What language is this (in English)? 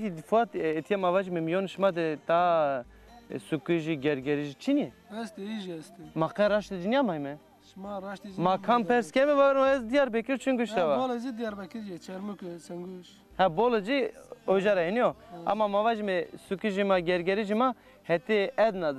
Zaza